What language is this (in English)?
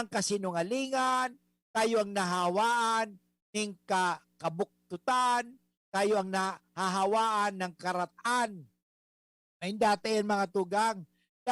Bikol